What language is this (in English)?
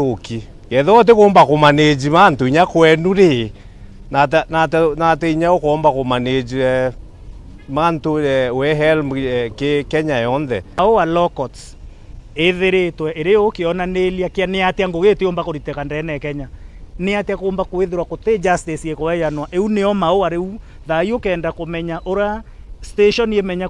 Meru